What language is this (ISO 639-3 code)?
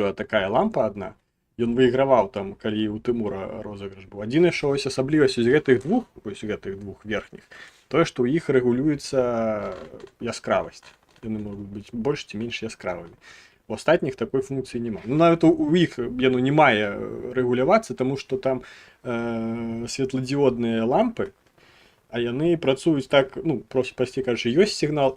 bel